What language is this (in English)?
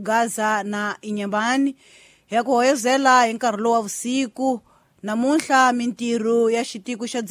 Tsonga